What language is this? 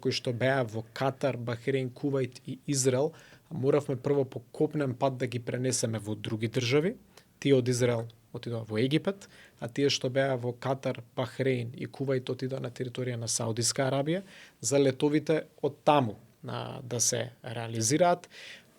Macedonian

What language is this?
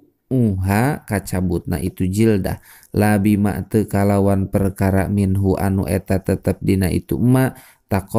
Sundanese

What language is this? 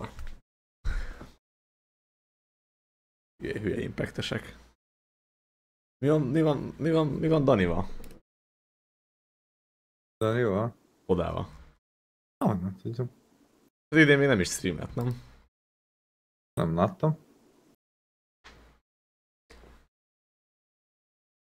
Hungarian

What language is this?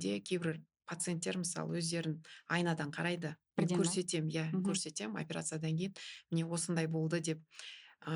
Kazakh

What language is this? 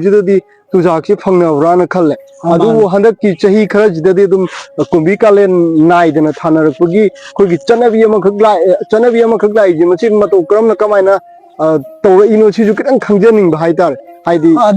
Manipuri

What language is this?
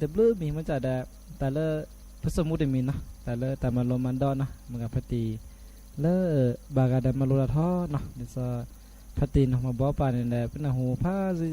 S'gaw Karen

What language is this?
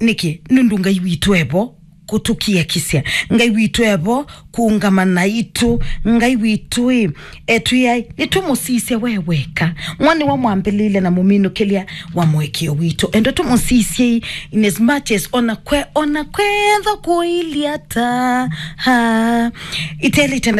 Kamba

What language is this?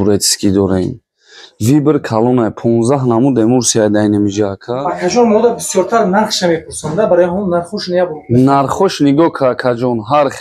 Tajik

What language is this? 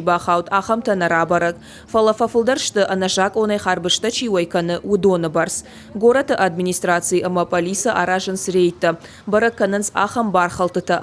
Ossetic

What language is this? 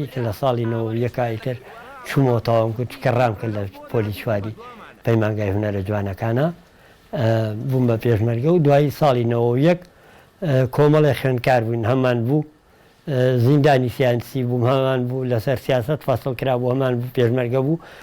Central Kurdish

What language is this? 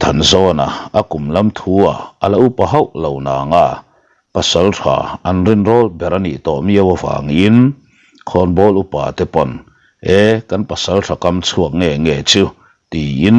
Mizo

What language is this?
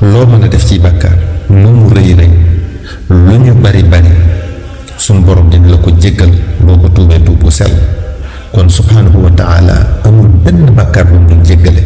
Wolof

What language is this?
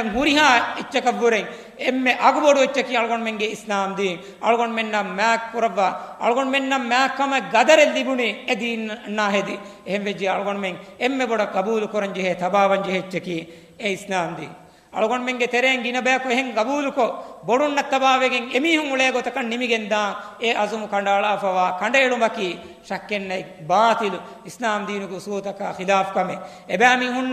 Divehi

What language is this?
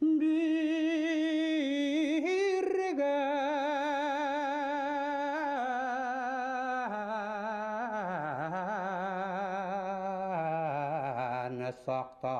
Bashkir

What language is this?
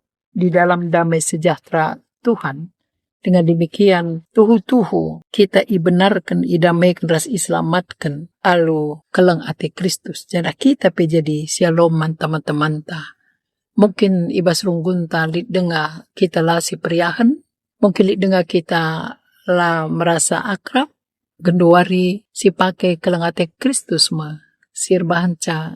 Batak Karo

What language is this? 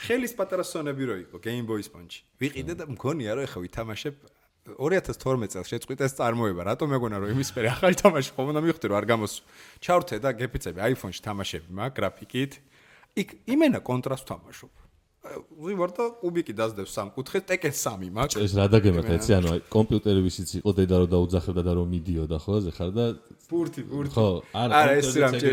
Georgian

